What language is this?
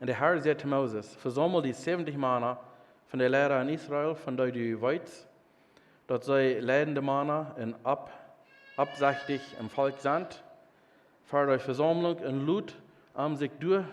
Plautdietsch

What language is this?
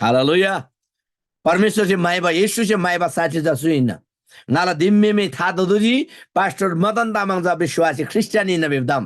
Eastern Tamang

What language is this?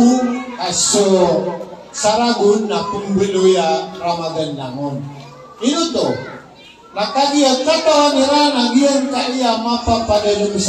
Maranao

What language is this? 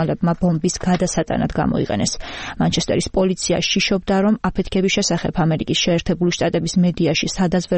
Georgian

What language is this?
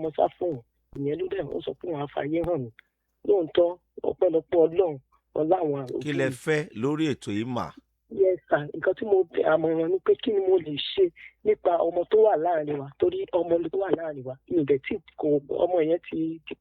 Yoruba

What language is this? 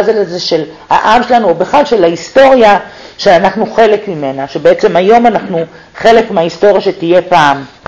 Hebrew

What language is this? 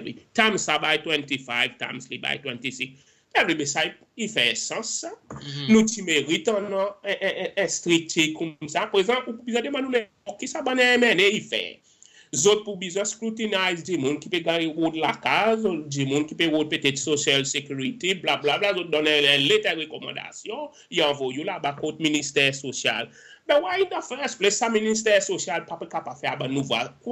Seselwa Creole French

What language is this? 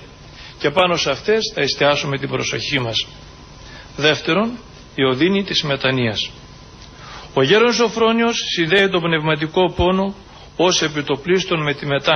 Greek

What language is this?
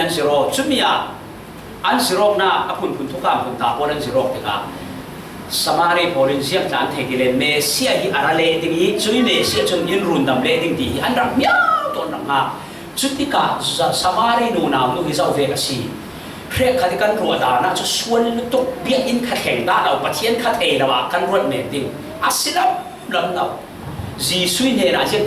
Falam Chin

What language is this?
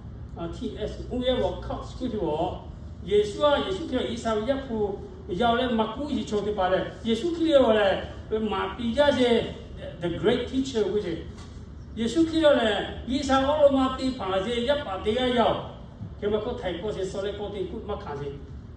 Lahu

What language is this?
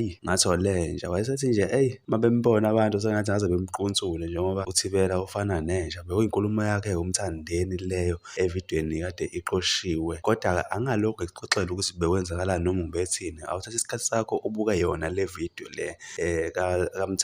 Zulu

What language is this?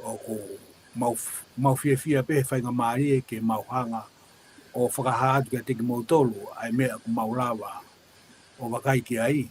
Tongan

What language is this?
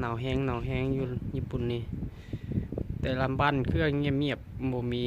Lao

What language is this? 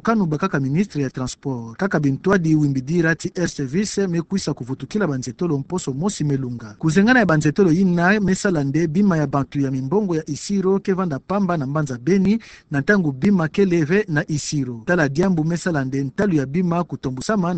Kituba (Democratic Republic of Congo)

